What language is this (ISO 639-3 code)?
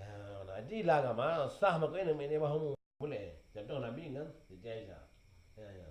ace